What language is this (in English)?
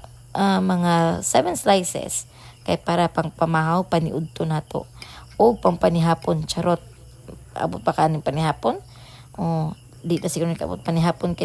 Cebuano